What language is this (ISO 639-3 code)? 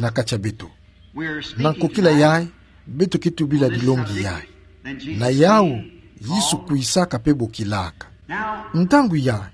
ktu